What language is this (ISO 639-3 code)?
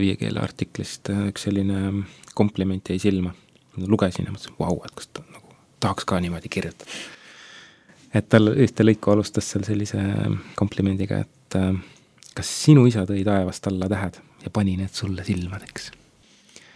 est